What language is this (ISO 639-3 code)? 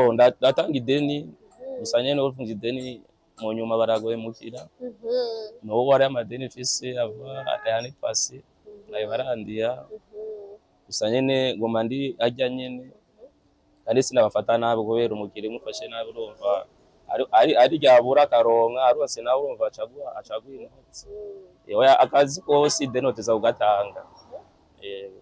run